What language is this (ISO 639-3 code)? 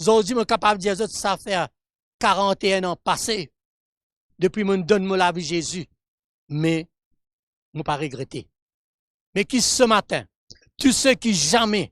mfe